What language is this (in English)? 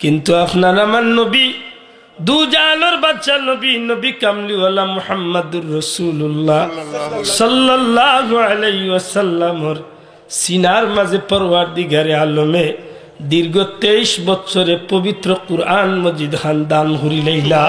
Sylheti